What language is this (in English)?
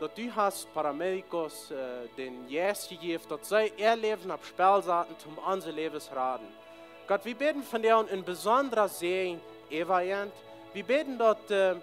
Plautdietsch